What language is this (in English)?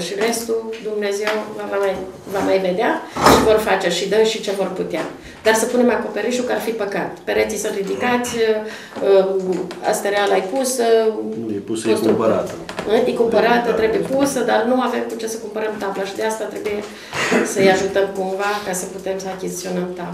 Romanian